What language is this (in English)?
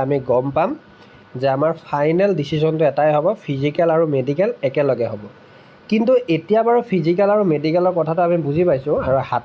Assamese